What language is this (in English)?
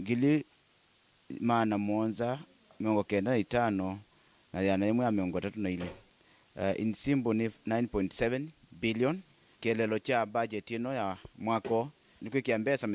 Kamba